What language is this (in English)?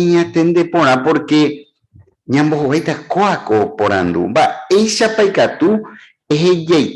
Guarani